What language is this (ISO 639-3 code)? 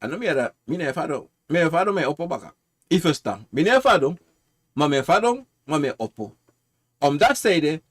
srn